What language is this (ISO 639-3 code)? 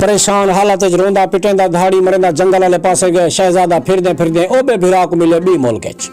skr